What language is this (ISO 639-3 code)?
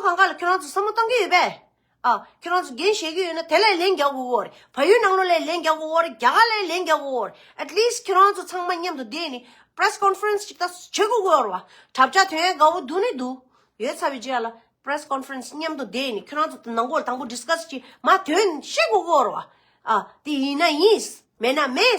bod